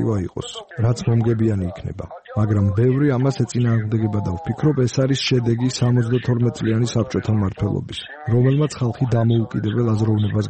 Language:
Georgian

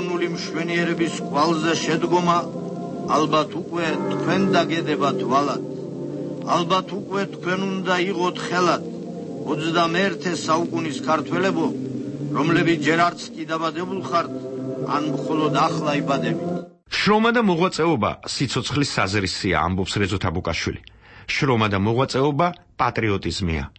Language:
Georgian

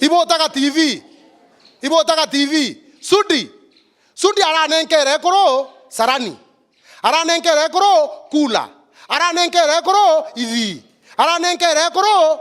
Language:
Meru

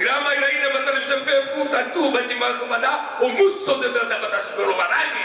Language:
Nias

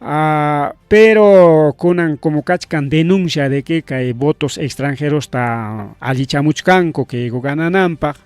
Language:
Ayacucho Quechua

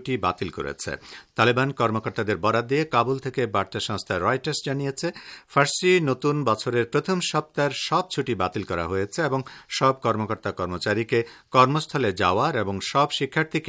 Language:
Bangla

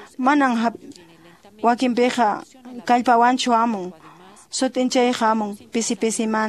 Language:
Quechua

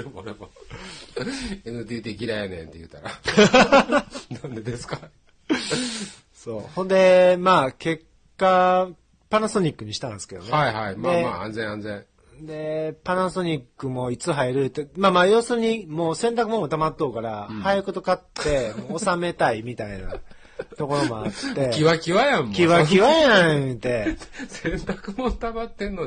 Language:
Japanese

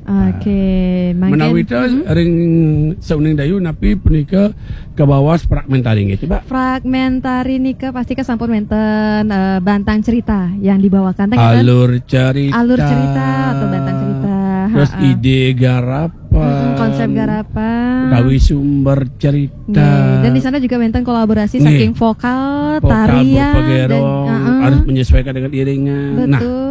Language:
Balinese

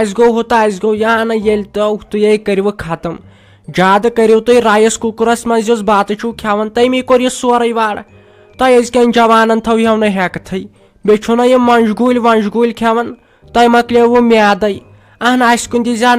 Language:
Kashmiri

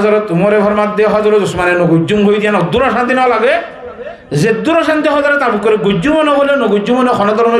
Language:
Rohingya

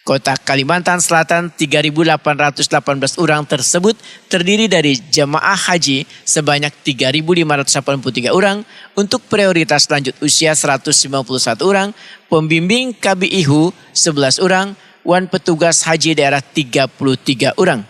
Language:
Banjar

